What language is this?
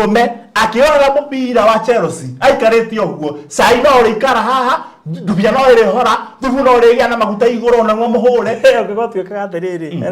Kikuyu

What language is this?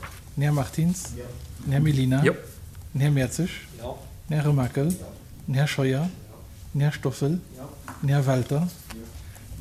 Luxembourgish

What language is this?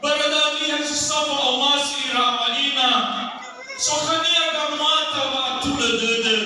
Nias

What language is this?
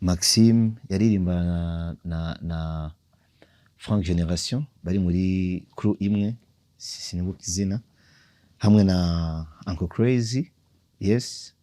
Rundi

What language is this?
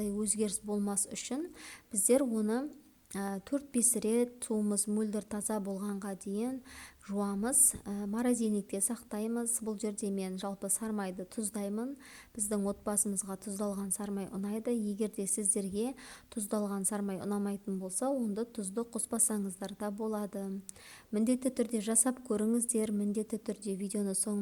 Kazakh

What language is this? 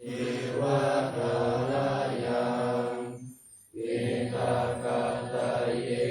Pali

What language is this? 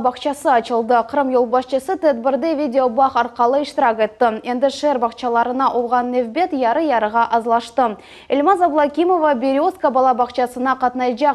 Crimean Tatar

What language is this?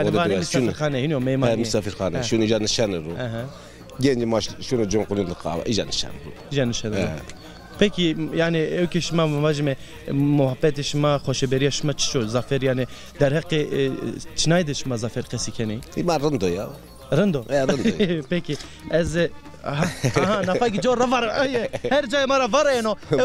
Zaza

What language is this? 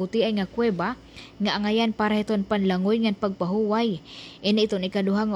Waray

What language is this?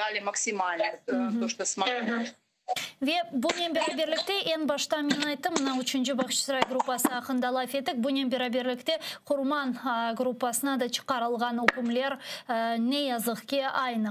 Crimean Tatar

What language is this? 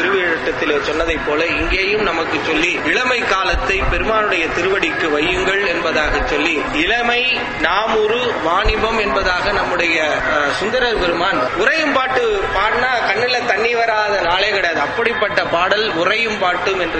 Tamil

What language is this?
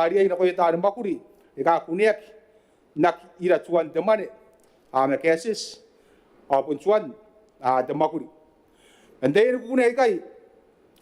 Gilbertese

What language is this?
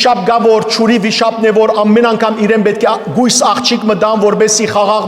Western Armenian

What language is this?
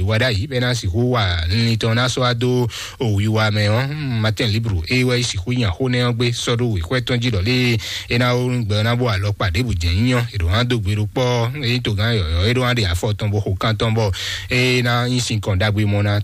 Fon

